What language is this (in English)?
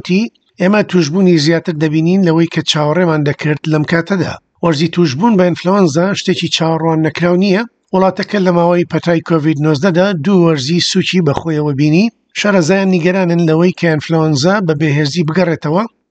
Central Kurdish